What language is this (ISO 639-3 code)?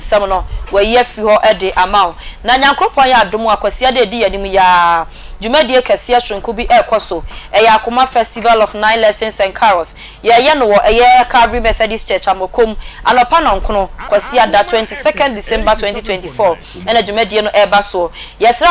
aka